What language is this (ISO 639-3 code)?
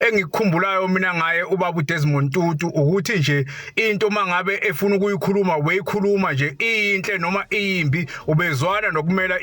zul